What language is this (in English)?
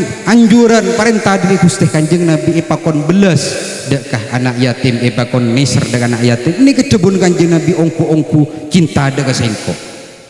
Madurese